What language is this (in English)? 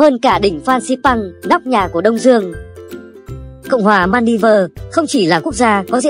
Vietnamese